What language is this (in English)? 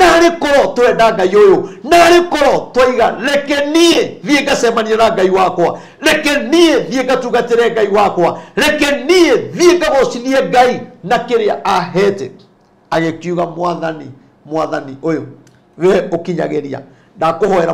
Kikuyu